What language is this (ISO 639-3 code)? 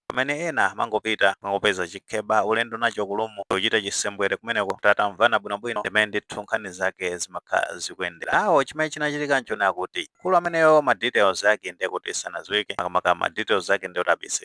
nya